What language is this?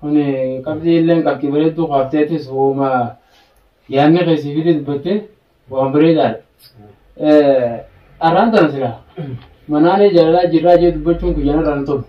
Oromo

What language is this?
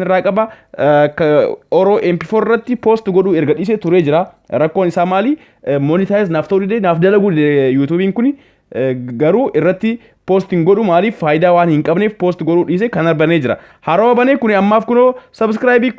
Oromo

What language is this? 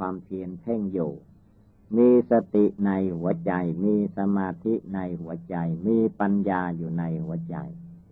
Thai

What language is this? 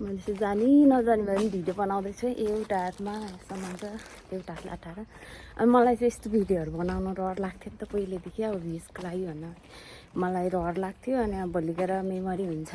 Nepali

